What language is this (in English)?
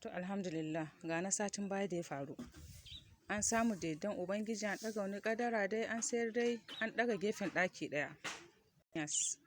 Hausa